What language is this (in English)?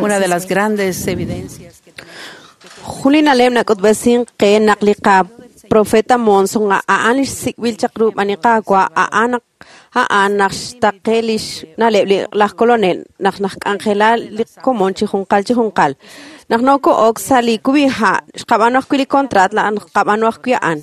Kekchí